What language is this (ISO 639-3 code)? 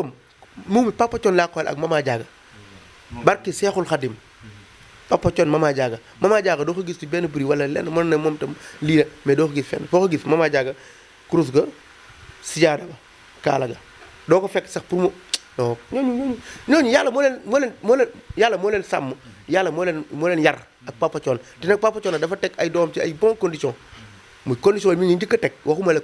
wol